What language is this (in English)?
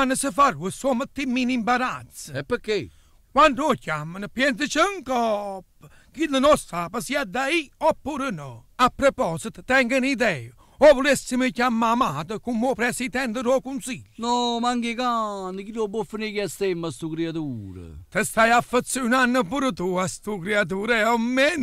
Neapolitan